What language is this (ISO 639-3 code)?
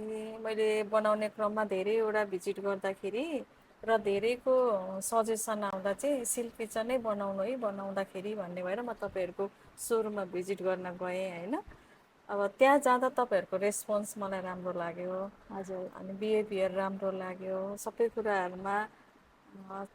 nep